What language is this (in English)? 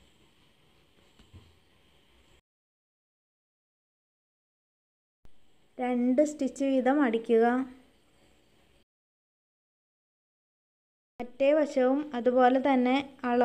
Malayalam